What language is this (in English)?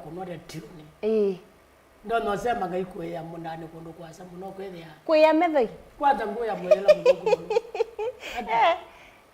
Kamba